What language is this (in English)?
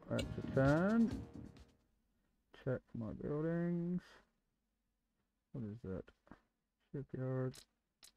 English